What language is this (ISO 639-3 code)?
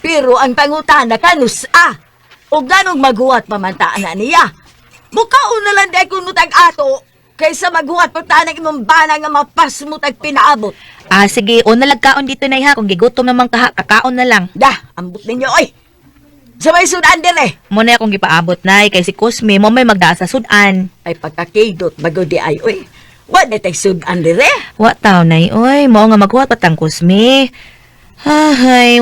ceb